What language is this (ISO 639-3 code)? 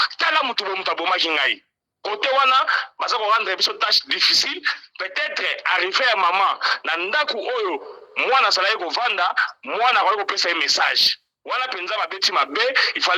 lin